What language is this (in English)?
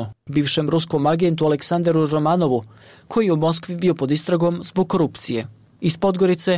Bosnian